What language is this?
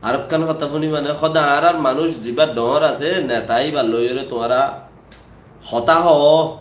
Rohingya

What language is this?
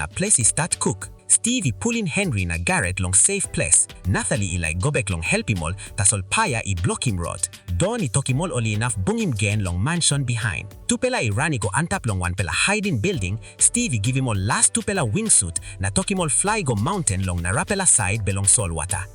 Tok Pisin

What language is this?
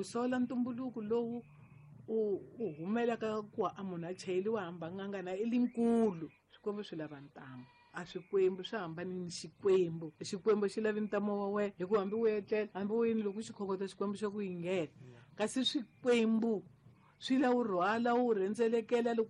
Tsonga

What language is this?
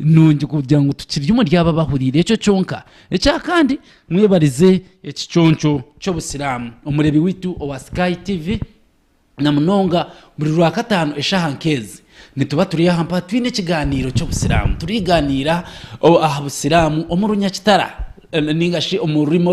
Nyankole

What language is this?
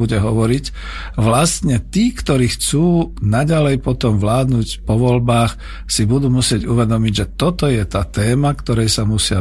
Slovak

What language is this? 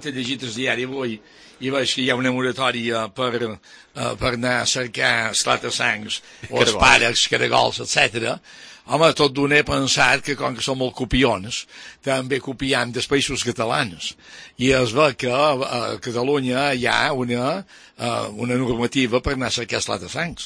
Catalan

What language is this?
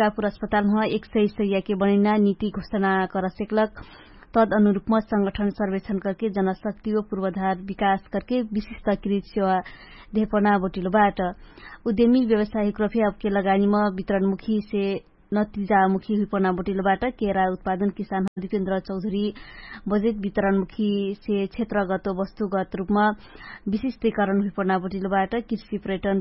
Dangaura Tharu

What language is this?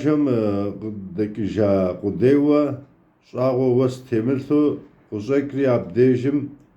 Kabardian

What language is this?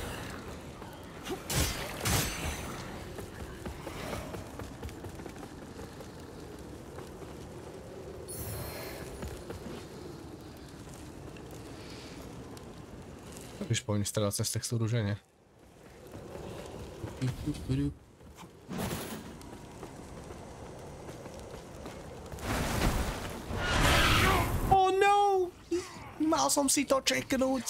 Slovak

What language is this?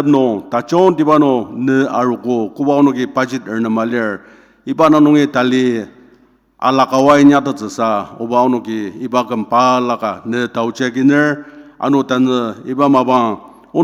Ao Naga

